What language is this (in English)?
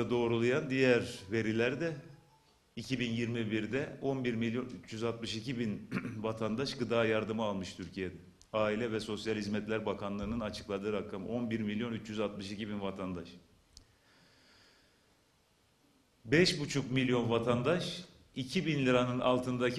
Turkish